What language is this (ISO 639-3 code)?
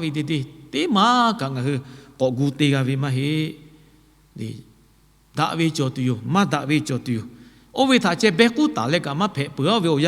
lhu